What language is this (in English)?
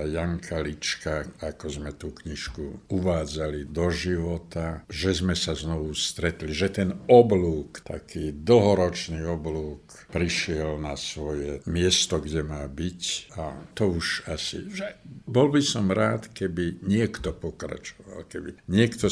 Slovak